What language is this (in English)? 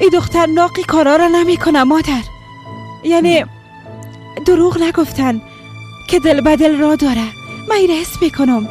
Persian